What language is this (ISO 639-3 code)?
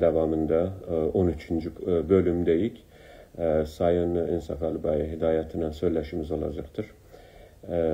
azb